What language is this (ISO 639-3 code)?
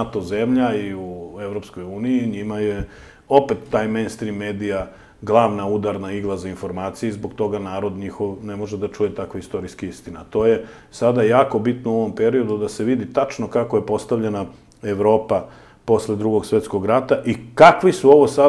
srp